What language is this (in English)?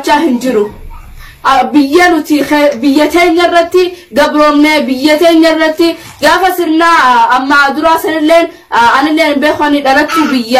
Oromo